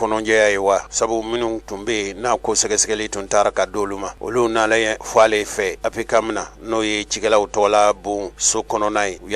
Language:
Bambara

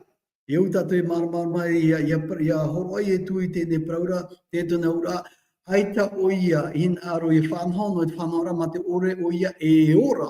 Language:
Tahitian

